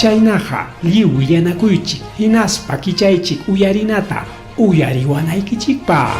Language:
Ayacucho Quechua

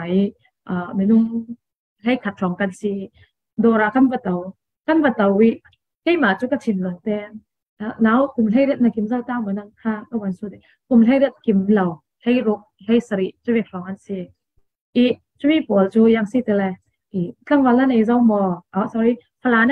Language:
Falam Chin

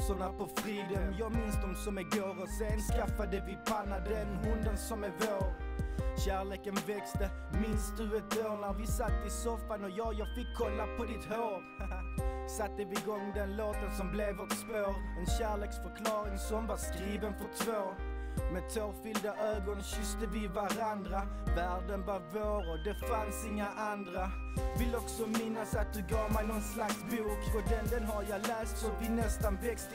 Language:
Swedish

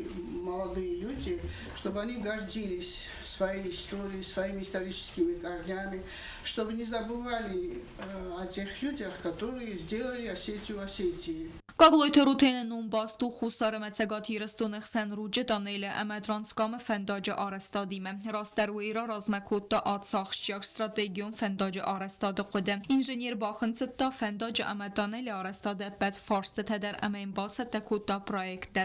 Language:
Ossetic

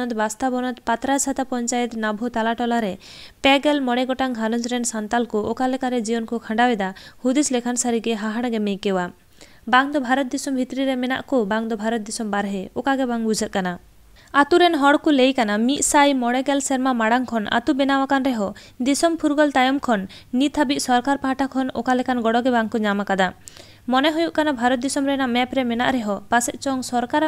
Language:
Santali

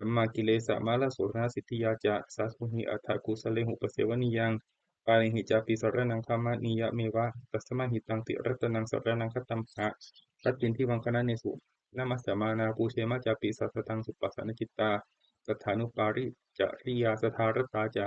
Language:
Pali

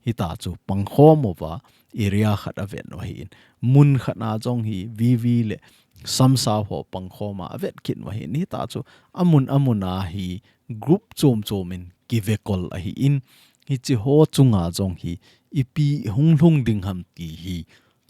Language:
Thado Chin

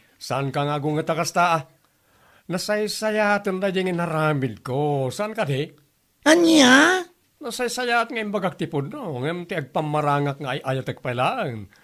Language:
Iloko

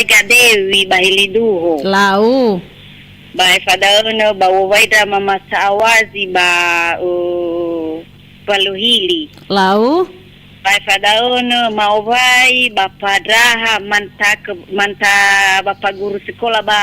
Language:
Nias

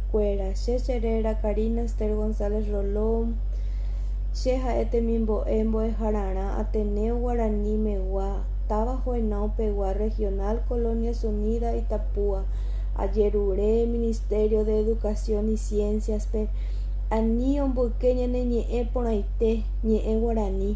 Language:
Guarani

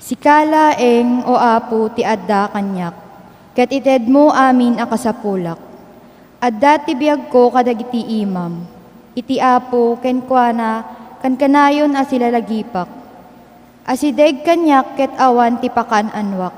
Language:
Iloko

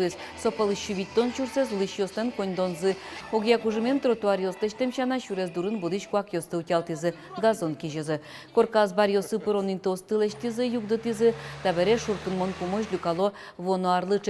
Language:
Udmurt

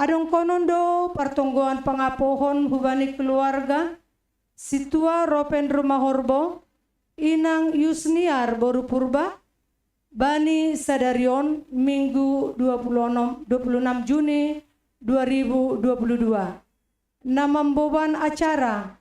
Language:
Batak Simalungun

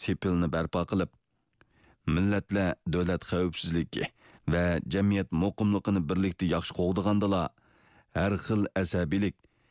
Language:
Uyghur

